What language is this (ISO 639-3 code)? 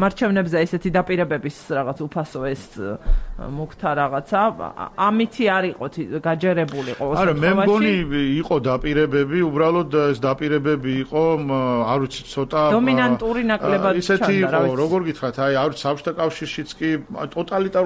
kat